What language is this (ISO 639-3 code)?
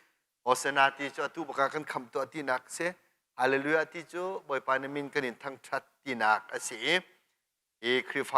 cnh